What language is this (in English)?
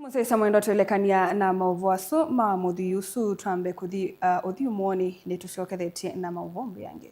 Kamba